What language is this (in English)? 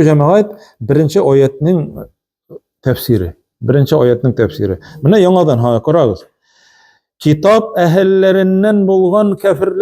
Tatar